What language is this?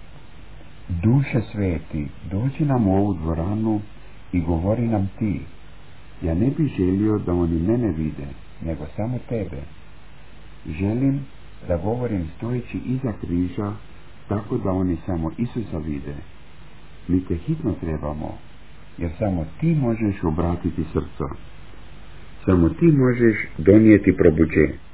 Croatian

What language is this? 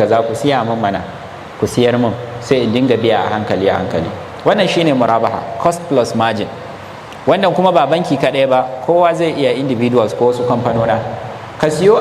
Hausa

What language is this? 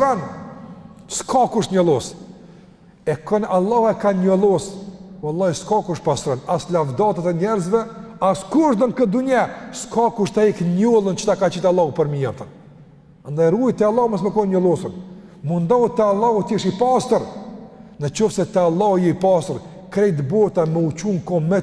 Albanian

